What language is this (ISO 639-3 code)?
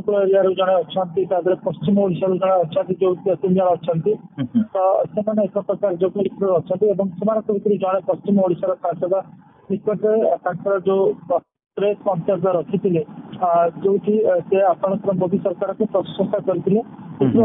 ori